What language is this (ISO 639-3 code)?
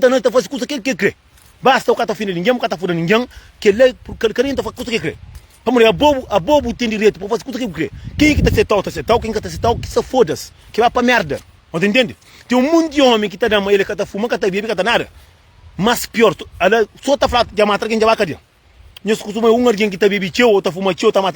kea